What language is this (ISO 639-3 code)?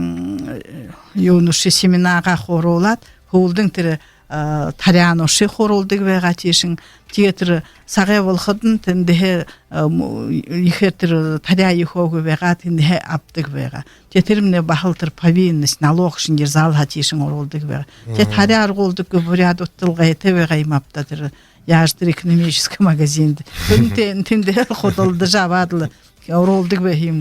bua